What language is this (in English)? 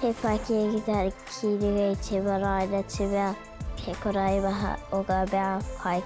Māori